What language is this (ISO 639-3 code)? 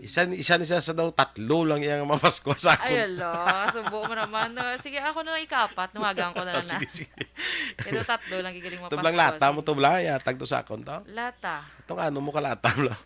hil